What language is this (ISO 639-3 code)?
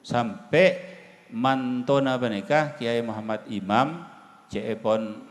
mad